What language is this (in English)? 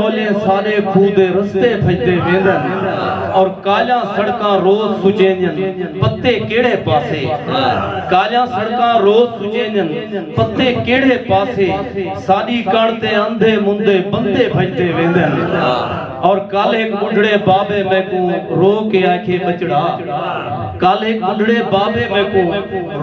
Saraiki